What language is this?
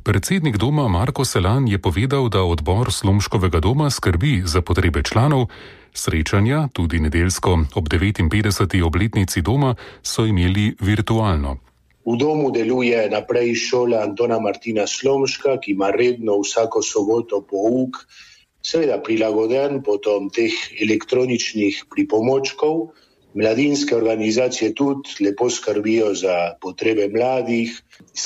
Slovenian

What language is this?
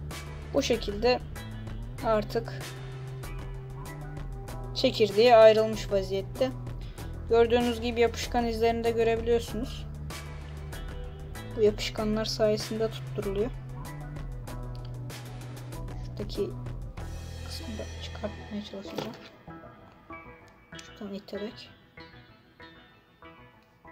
Turkish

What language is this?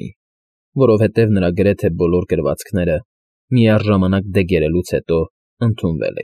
Armenian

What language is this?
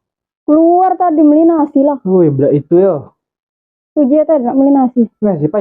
Musi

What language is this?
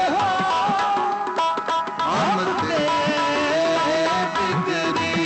Hindi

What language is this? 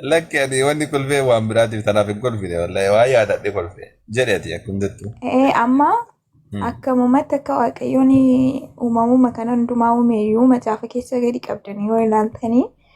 Oromo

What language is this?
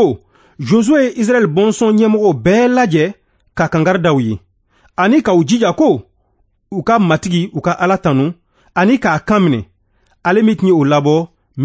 Bambara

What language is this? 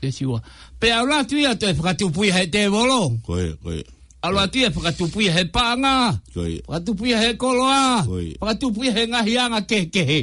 Tongan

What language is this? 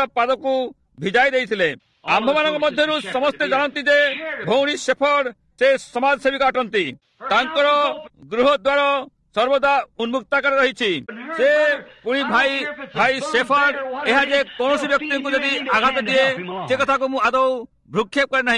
Odia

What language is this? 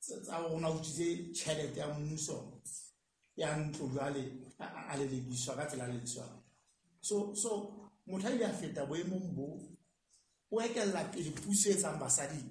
Southern Sotho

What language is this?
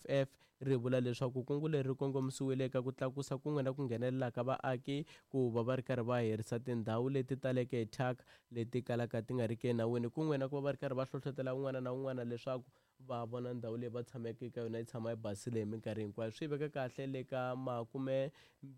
Tsonga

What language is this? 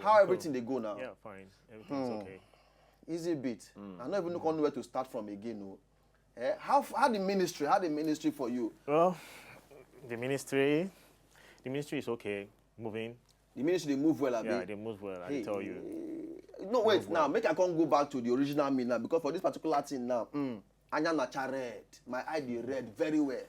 Nigerian Pidgin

